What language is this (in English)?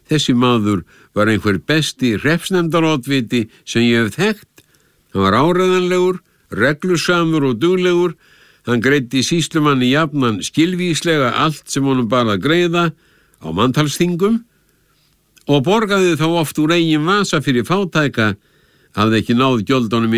Icelandic